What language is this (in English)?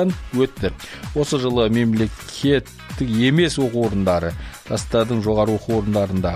Kazakh